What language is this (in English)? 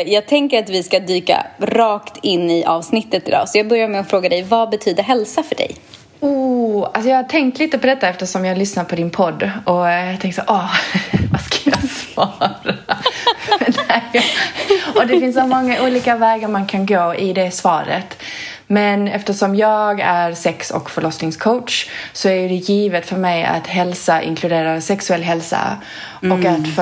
Swedish